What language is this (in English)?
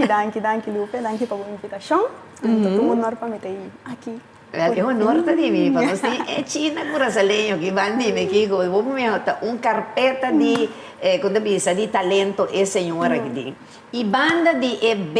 Papiamento